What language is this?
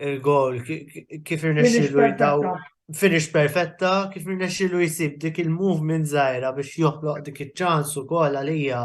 Maltese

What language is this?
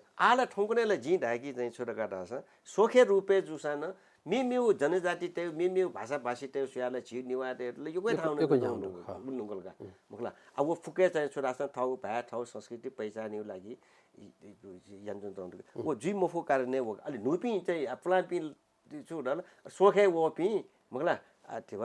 Newari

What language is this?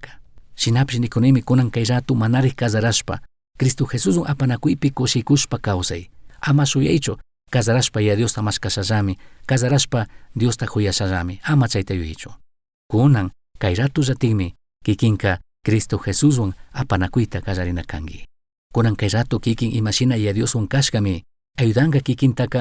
Chimborazo Highland Quichua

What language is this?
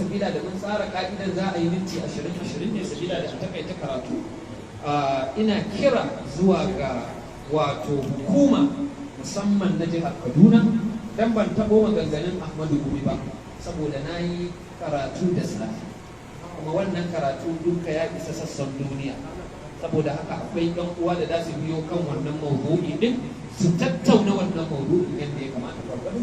Hausa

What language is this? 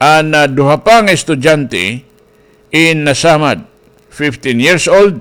Waray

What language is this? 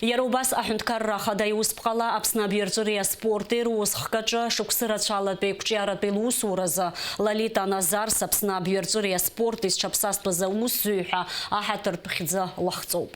Abkhazian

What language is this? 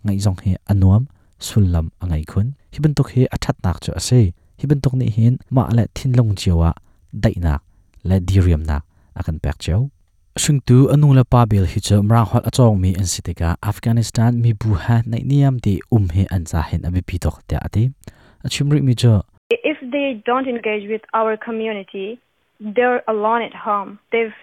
Hakha Chin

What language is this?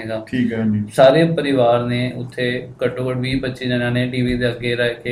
Punjabi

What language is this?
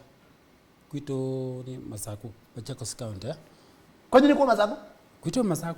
Kamba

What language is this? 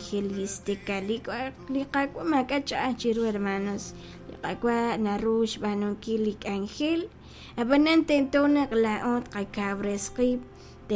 Kekchí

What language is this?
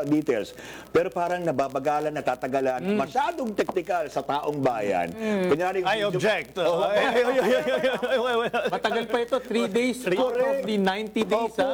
Filipino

